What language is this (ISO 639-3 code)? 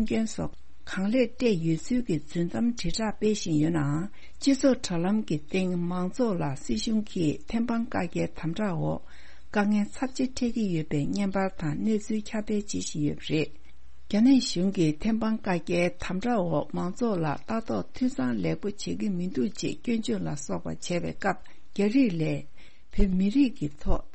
bod